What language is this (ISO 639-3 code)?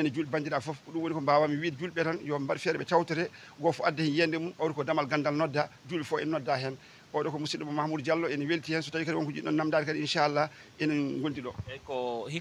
ful